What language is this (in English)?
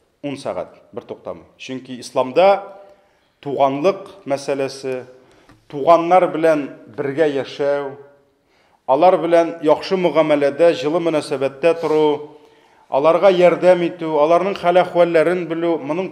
Tatar